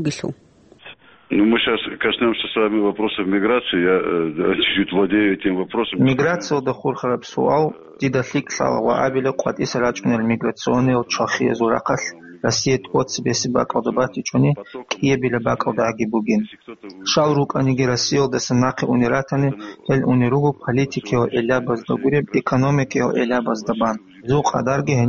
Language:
Avaric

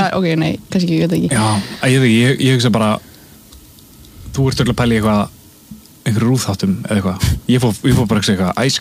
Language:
Icelandic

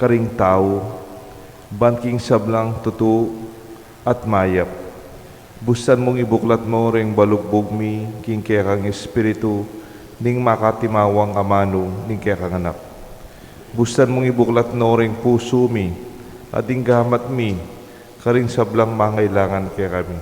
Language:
Pampanga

